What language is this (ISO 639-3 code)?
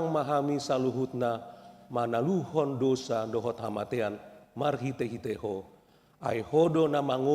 bbc